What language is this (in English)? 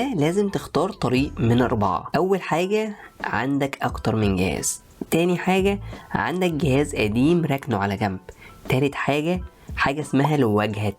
Egyptian Arabic